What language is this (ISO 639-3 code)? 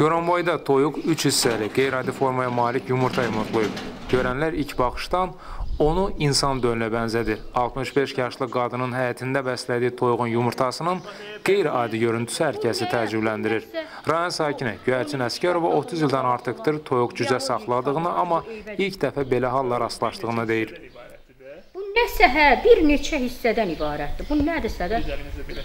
aze